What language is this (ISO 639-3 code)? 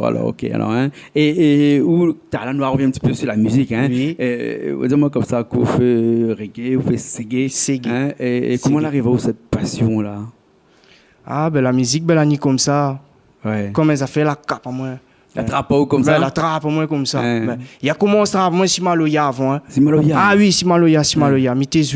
rcf